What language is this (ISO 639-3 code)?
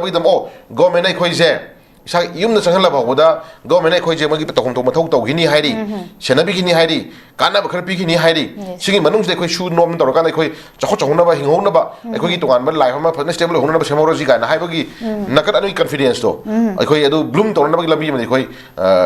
mni